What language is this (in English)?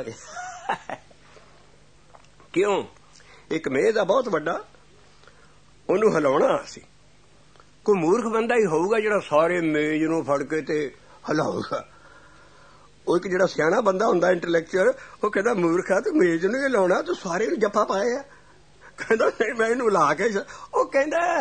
Punjabi